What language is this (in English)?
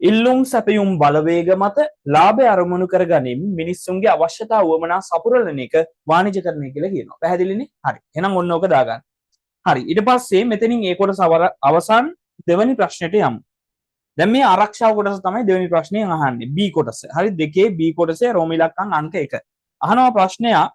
Sinhala